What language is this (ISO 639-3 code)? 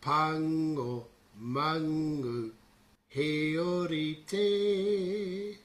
mri